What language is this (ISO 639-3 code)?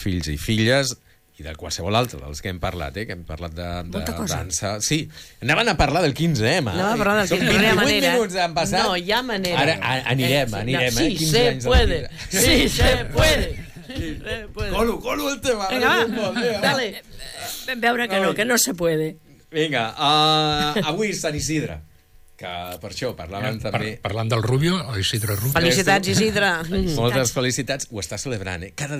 cat